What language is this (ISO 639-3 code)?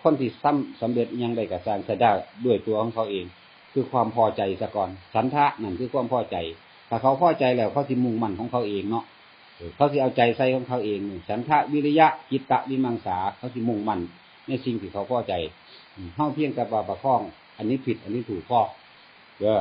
lao